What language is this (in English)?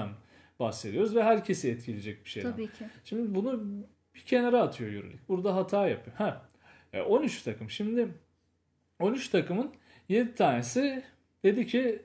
Turkish